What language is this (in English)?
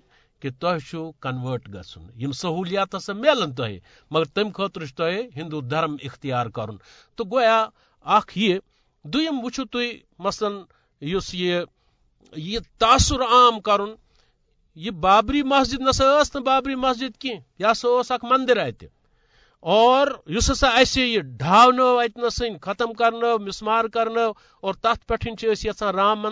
Kashmiri